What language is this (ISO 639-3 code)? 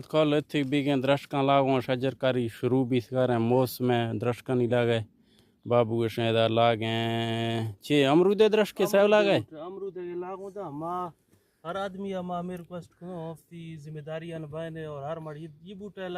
bgp